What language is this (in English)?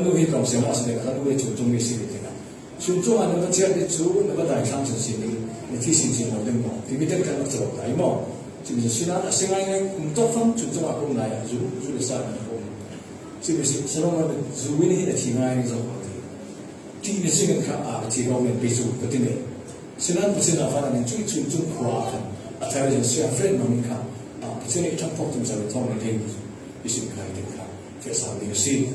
Falam Chin